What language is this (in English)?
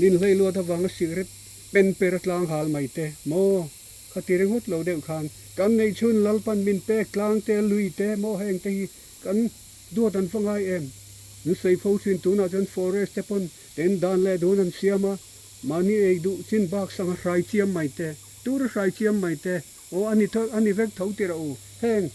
Mizo